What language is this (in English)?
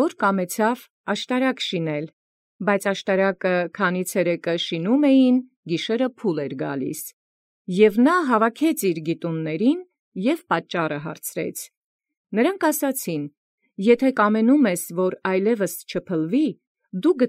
Armenian